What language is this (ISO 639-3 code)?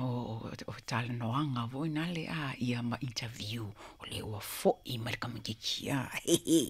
smo